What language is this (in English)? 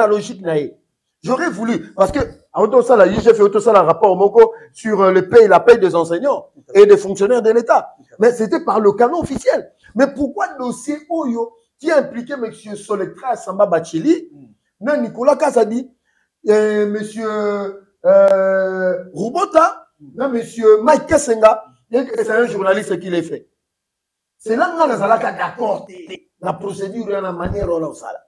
French